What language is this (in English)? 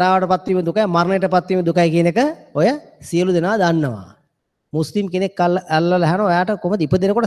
Sinhala